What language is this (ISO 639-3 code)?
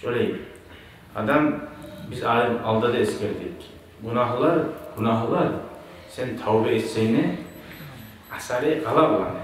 kum